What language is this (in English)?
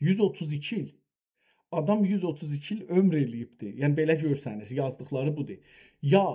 South Azerbaijani